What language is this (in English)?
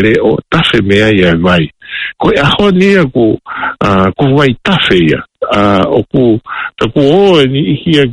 Tongan